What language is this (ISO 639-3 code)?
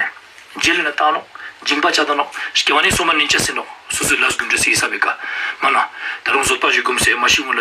lbj